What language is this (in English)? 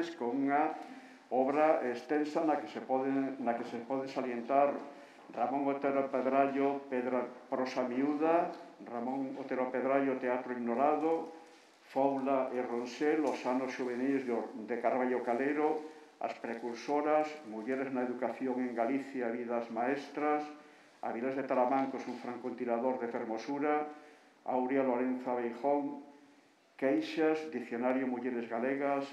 Galician